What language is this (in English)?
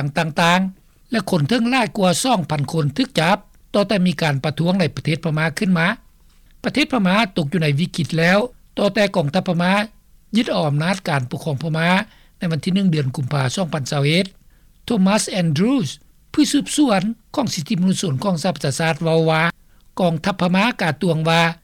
Lao